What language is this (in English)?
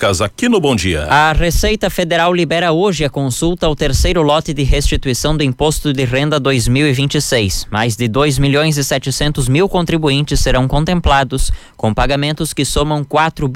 Portuguese